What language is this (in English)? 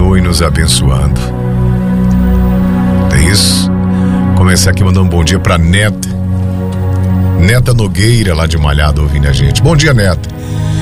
Portuguese